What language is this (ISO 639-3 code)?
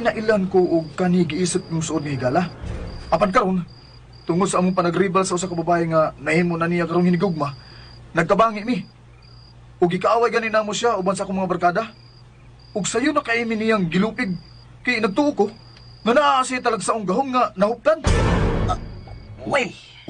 ceb